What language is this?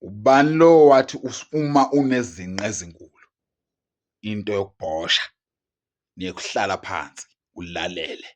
Zulu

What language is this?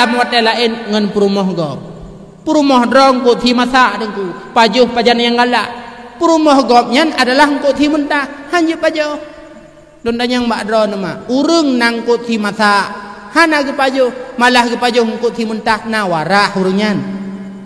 Achinese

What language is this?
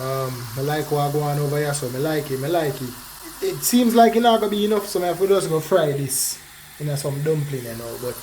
Jamaican Creole English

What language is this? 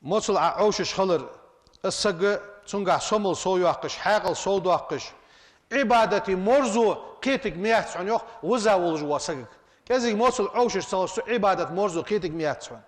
Ingush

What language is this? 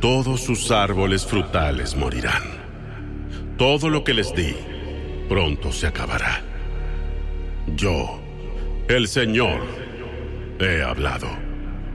Spanish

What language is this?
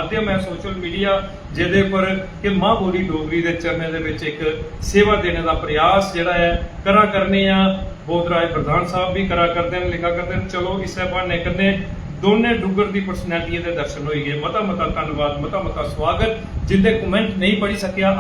Dogri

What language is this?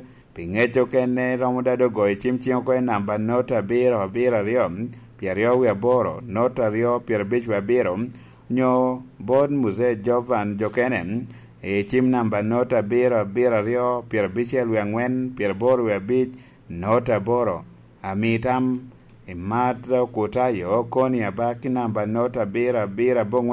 Lango (Uganda)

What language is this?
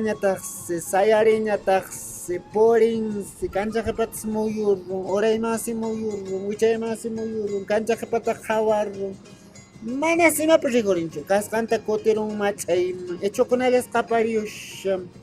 Quechua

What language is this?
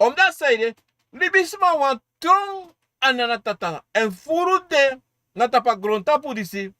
Sranan Tongo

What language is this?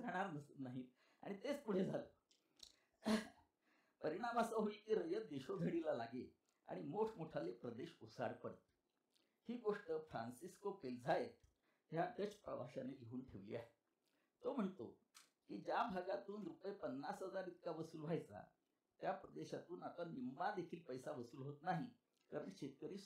Marathi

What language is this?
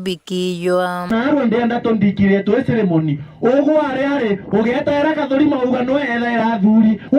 Meru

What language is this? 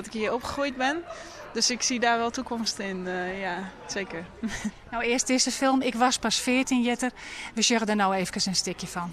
Western Frisian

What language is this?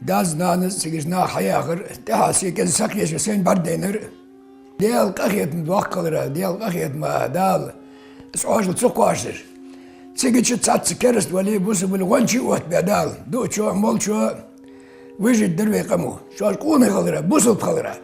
Ingush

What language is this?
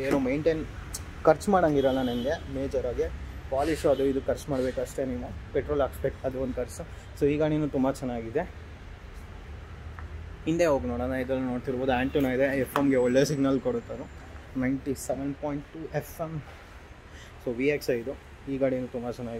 Kannada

